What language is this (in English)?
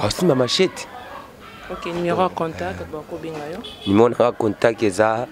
Lingala